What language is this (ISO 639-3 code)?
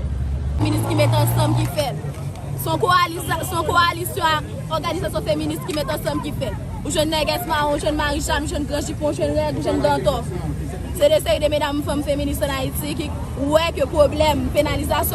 hat